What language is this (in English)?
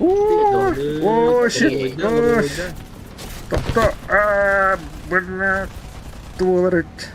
Yakut